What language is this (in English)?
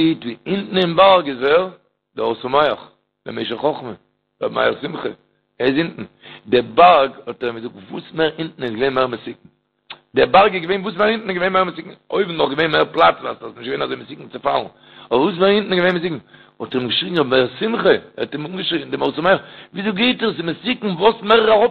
Yiddish